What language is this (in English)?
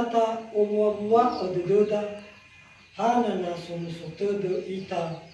Nias